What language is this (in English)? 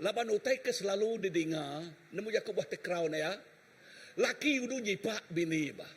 Iban